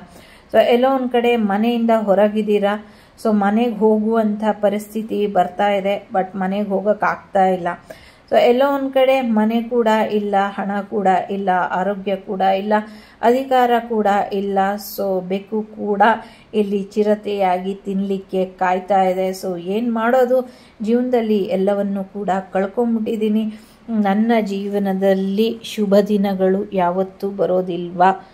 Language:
Kannada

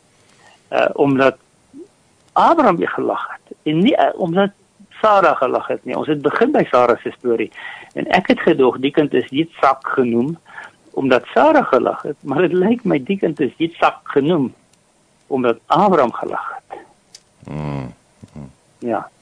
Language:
Afrikaans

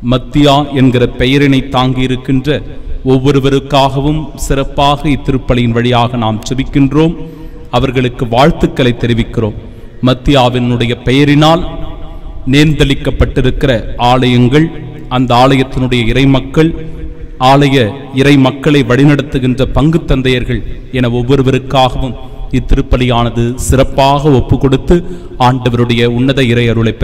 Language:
Tamil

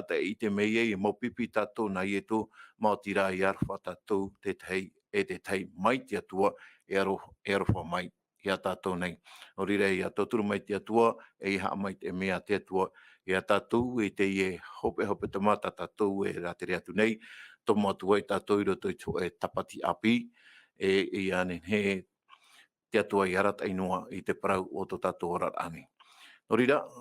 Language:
Tahitian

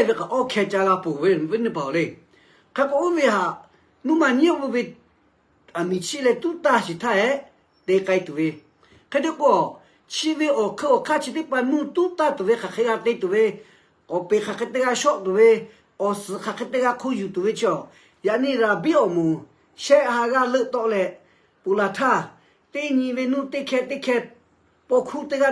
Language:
Lahu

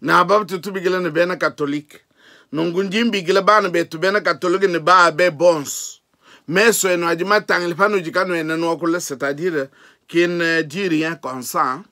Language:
Luba-Lulua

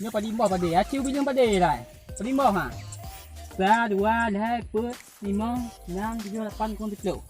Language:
Achinese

